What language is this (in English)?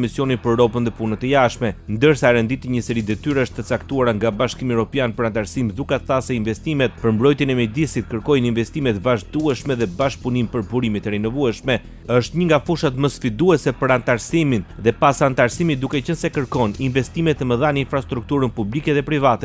Albanian